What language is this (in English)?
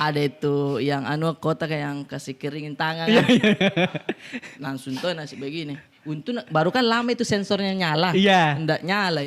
Makassar Malay